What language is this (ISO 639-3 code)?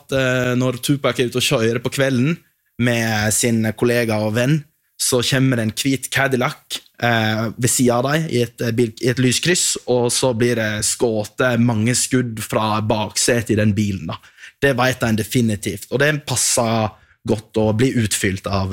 nor